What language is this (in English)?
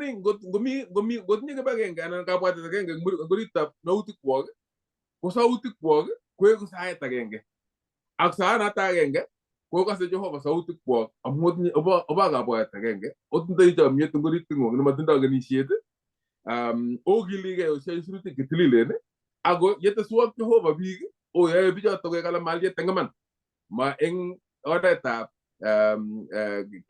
Kalenjin